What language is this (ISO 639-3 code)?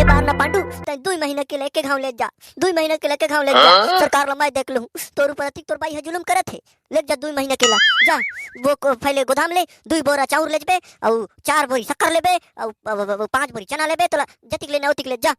hne